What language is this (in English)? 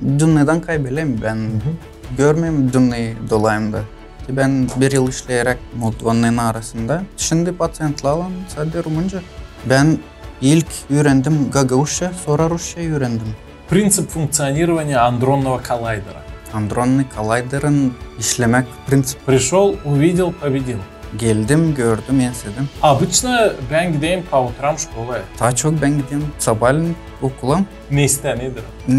Gagauz